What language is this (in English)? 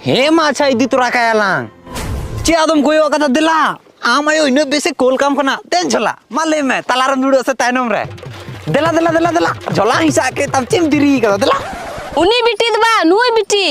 Santali